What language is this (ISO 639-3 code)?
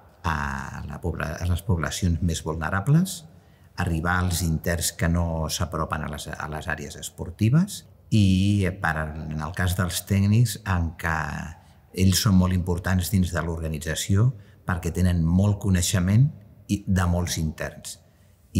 cat